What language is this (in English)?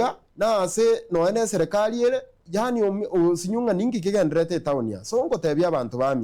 Gusii